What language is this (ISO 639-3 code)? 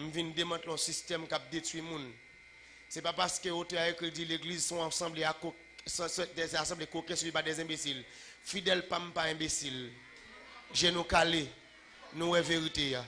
hat